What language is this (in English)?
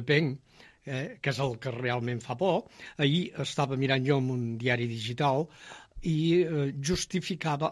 Catalan